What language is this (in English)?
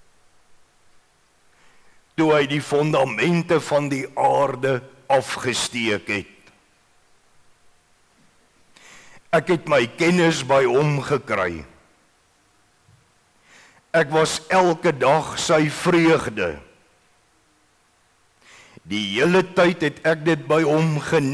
Afrikaans